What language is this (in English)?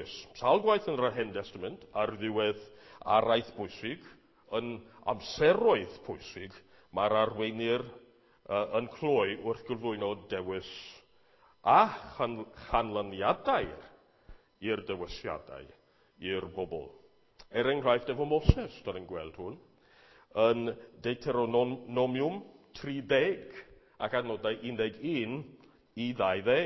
Welsh